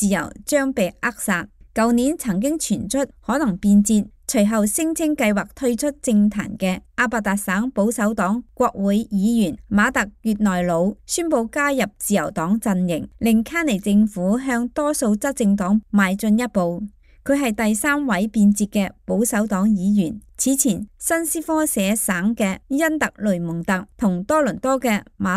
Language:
Cantonese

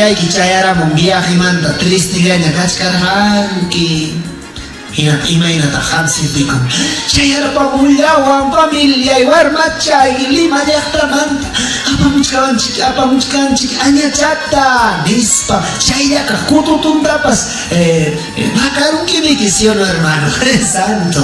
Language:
Ayacucho Quechua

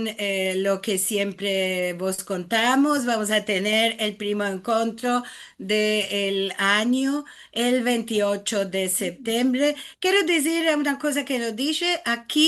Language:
Ladino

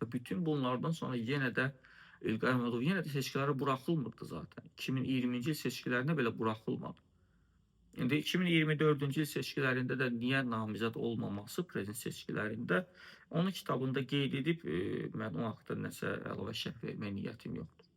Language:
Azerbaijani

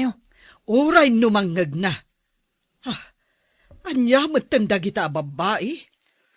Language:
Iloko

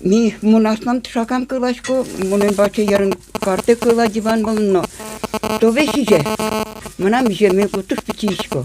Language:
Udmurt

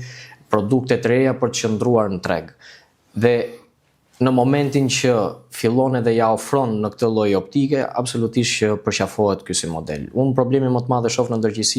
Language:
Albanian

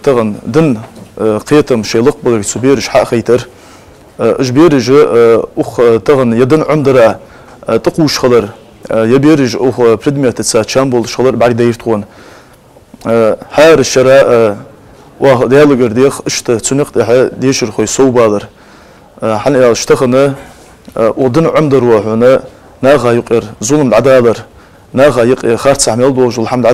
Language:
Ingush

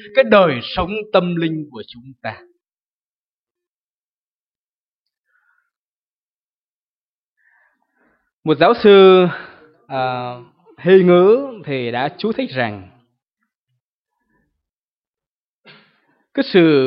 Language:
Vietnamese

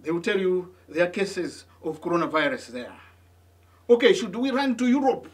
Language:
English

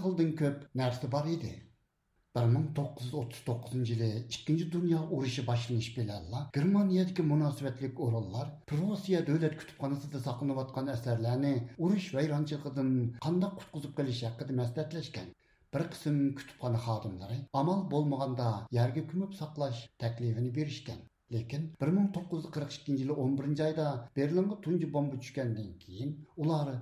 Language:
Uyghur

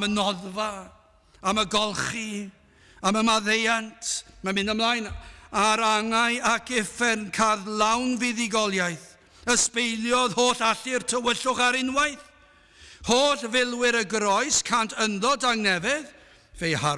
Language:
Welsh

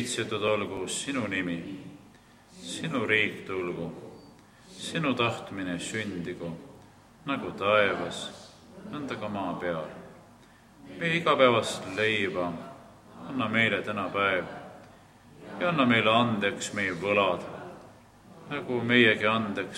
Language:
Estonian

